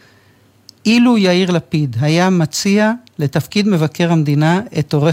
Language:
Hebrew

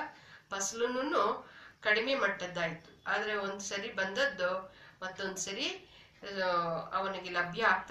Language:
Kannada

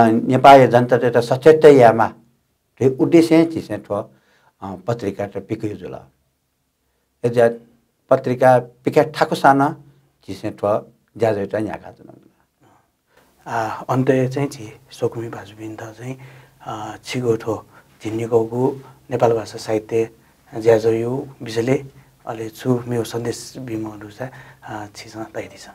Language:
Newari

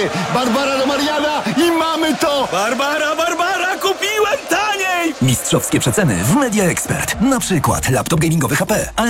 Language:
Polish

